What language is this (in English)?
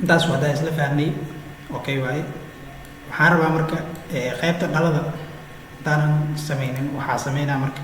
Somali